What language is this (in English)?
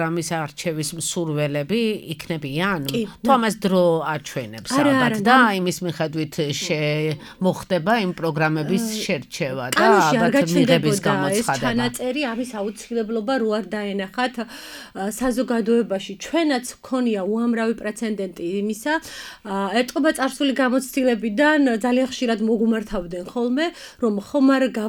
Georgian